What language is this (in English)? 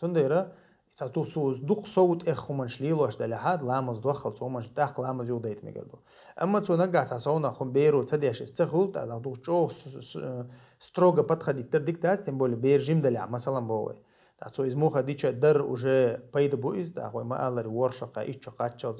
Chechen